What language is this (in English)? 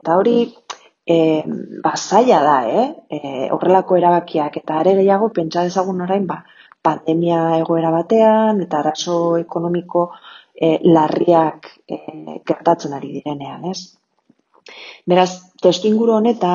Basque